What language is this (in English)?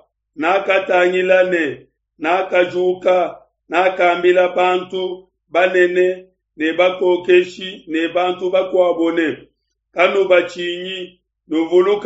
Luba-Lulua